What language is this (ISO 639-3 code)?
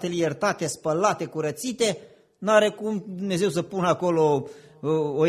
ron